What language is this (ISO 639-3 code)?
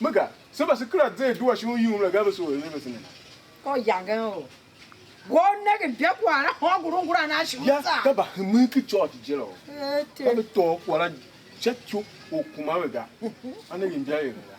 tiv